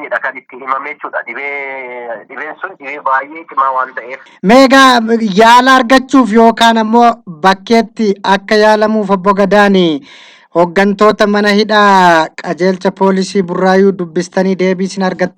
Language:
Oromo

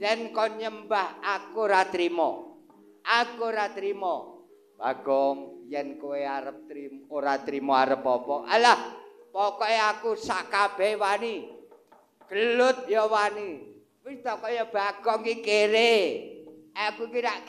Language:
Javanese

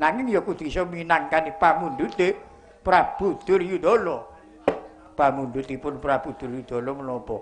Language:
Javanese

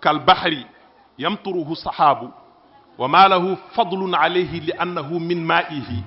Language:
Fula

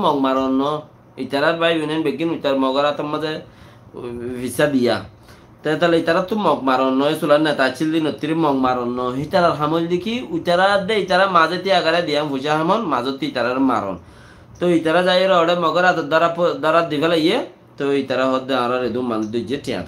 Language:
Rohingya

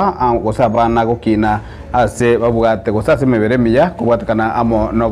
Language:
Gusii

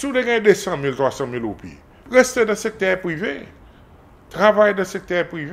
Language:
Seselwa Creole French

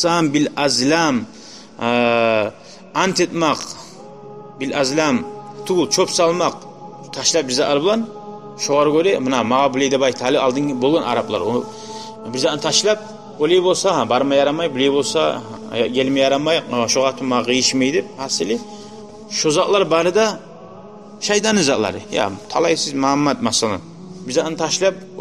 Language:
Kumyk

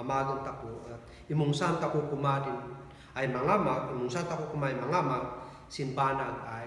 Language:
Kankanaey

